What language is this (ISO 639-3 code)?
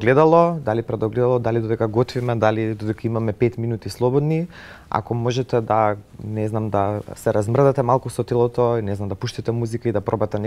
mkd